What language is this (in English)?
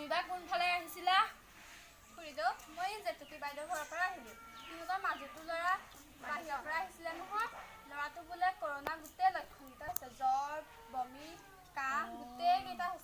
Assamese